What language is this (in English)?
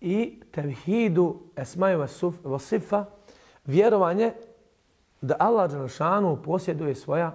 Bosnian